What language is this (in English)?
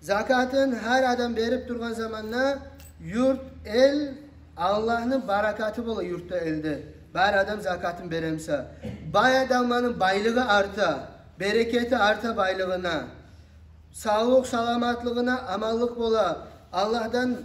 Kumyk